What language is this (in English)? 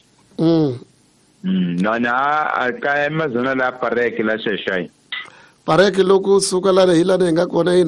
Tsonga